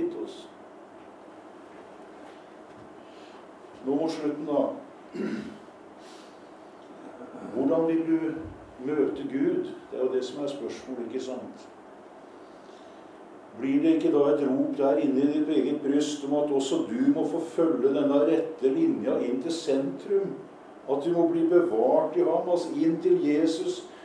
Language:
Norwegian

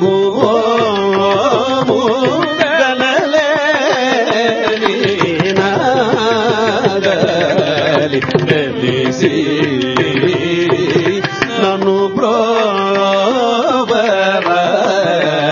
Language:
Telugu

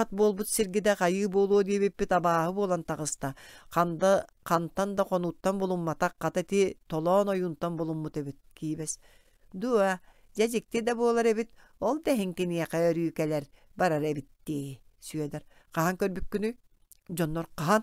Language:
Yakut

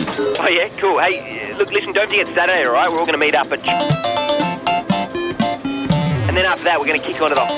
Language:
English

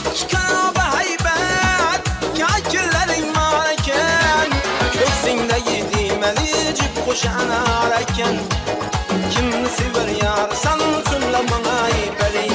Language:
Kara-Kalpak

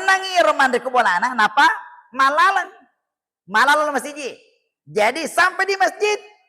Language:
Buginese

